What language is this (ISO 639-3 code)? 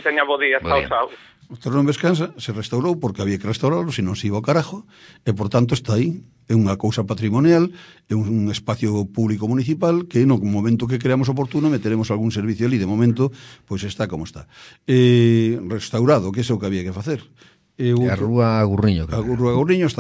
glg